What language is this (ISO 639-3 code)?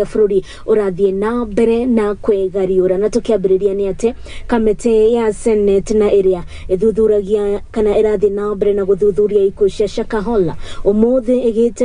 kik